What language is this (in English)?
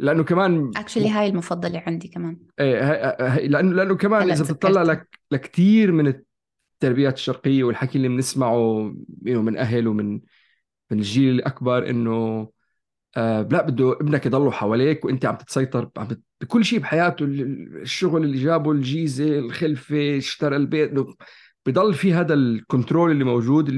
North Levantine Arabic